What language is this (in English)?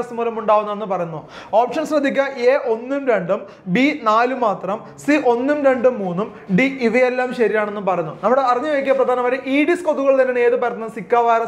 Malayalam